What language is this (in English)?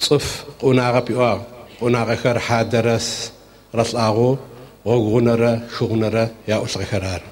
Adyghe